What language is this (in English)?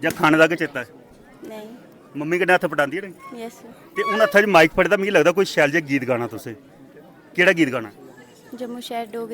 Dogri